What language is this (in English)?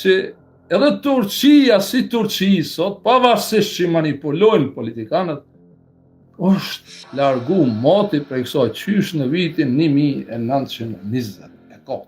Albanian